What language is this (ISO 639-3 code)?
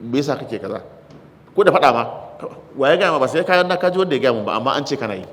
hau